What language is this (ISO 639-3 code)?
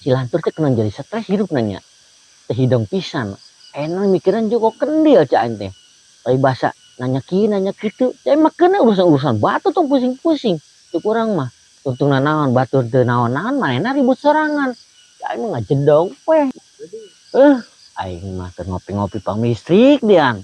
sun